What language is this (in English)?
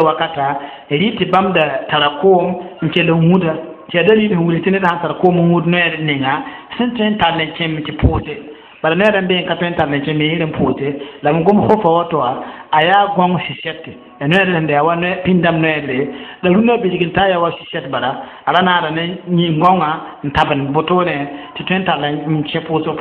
Mossi